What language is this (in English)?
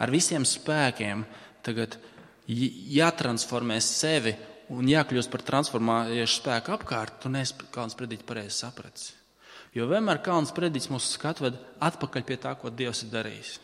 Latvian